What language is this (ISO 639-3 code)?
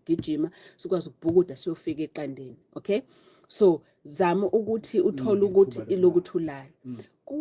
zul